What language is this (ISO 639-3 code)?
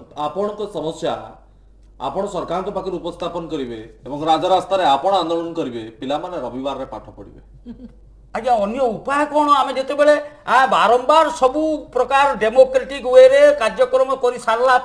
ori